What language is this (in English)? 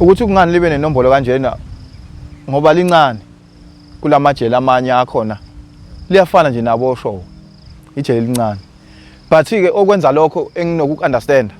Zulu